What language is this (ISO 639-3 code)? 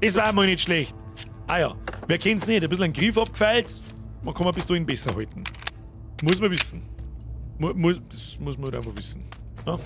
bar